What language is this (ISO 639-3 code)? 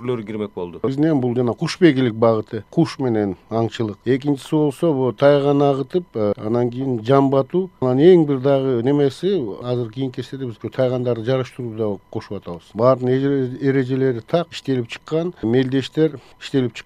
kir